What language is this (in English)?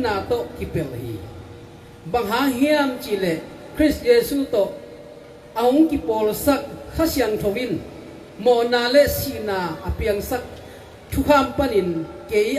Tedim Chin